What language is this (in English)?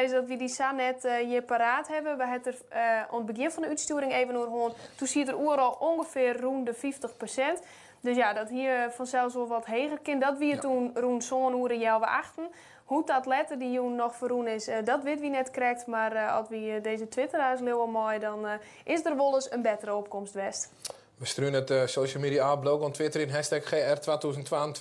Western Frisian